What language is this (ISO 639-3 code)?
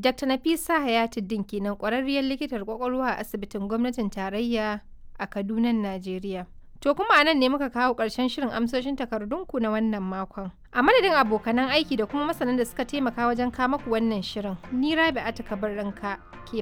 hau